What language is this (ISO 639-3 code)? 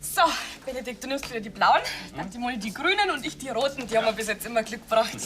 bar